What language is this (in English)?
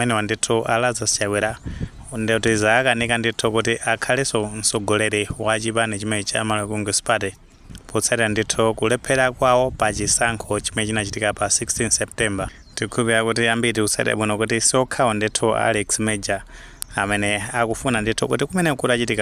Nyanja